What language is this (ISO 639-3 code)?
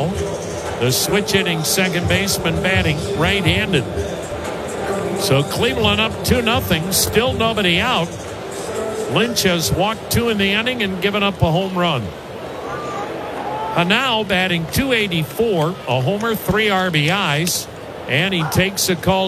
eng